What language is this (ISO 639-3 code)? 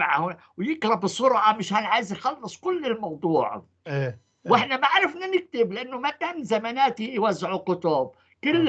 apc